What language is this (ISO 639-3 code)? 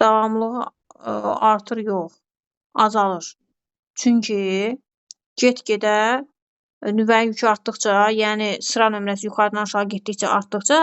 aze